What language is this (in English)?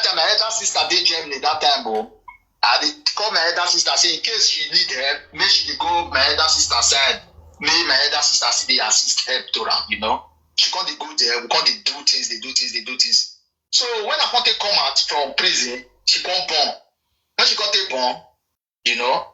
Nigerian Pidgin